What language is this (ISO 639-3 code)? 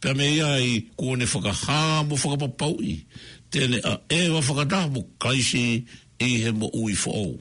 ton